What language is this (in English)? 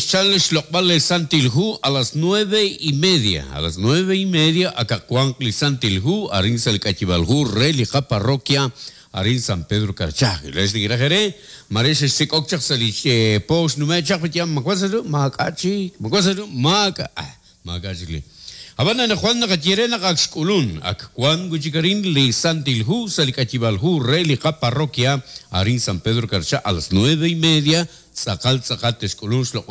Kekchí